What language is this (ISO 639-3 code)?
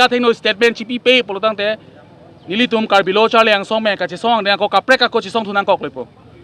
mjw